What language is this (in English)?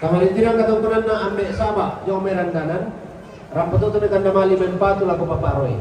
Toraja-Sa'dan